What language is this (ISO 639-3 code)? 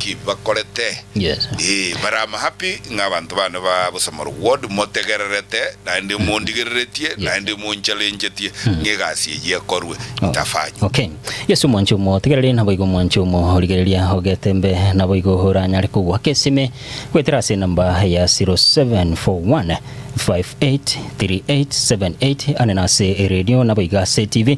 guz